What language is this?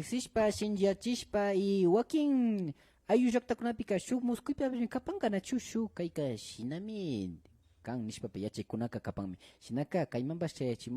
Imbabura Highland Quichua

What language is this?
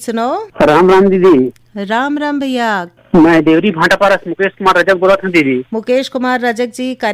Chhattisgarhi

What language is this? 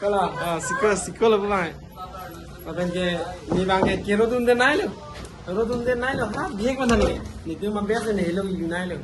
Karbi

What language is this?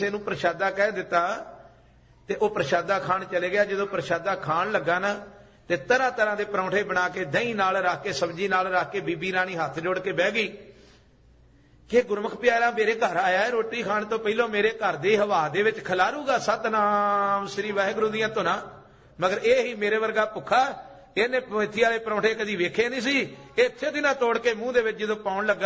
Punjabi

